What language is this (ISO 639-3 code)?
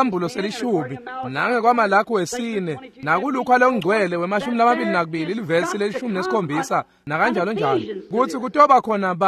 ssw